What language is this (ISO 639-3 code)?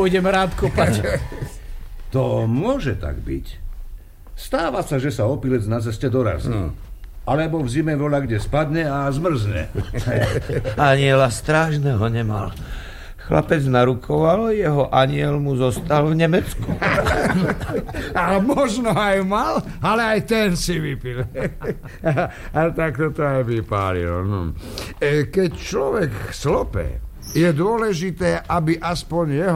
slk